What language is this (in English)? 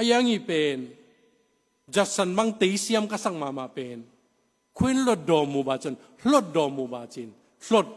Tedim Chin